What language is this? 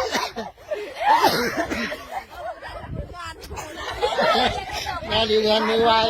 Lao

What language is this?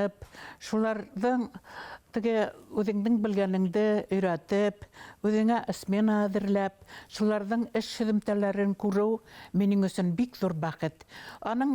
Bashkir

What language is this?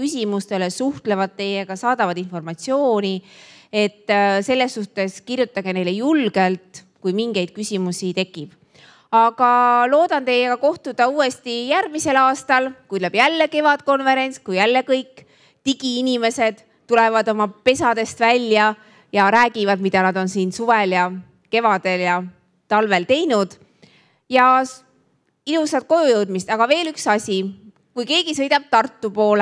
Estonian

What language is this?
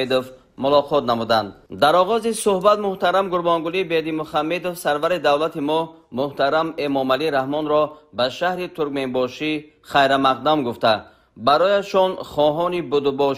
Tajik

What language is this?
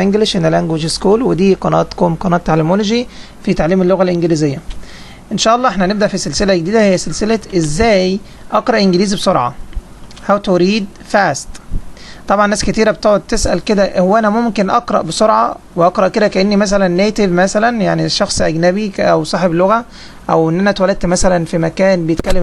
Egyptian Arabic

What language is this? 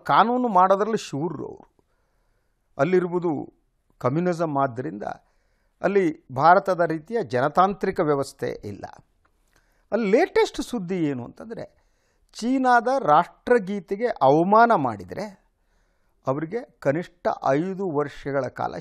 Kannada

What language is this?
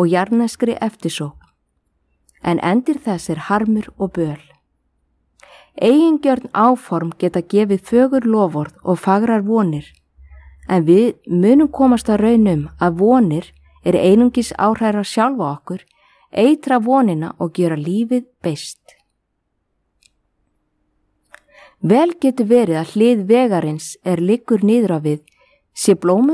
Icelandic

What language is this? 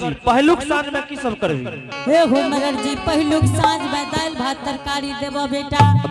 Angika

